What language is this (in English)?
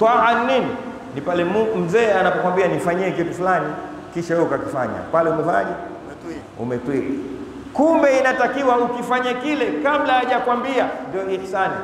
Swahili